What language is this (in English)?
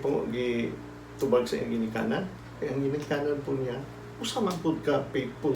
Cebuano